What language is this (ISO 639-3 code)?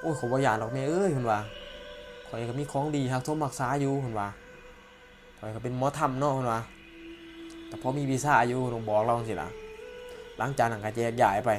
lao